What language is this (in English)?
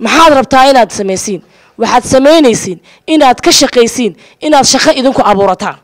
Somali